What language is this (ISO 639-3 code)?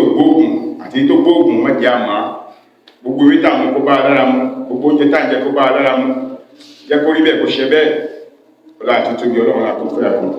yor